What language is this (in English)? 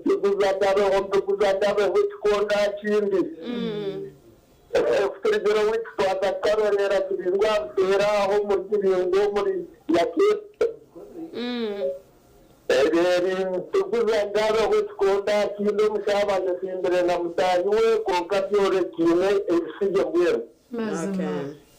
Nyankole